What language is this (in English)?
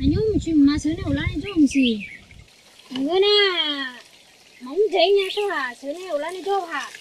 Akha